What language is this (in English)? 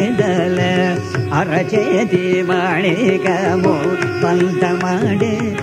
Telugu